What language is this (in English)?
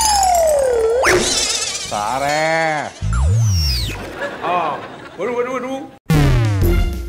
Malayalam